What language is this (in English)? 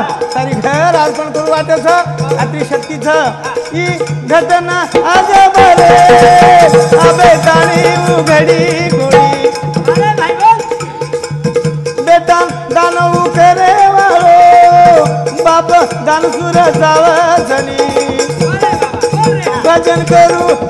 Lambadi